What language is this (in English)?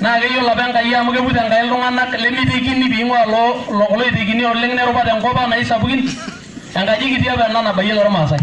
Masai